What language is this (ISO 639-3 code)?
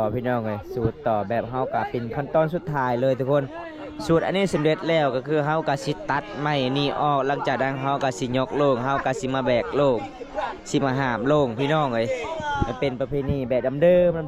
lao